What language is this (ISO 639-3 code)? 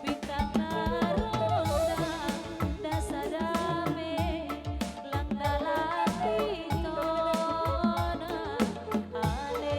bts